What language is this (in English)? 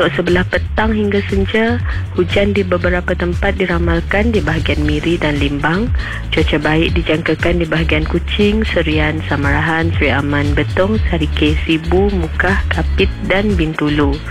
Malay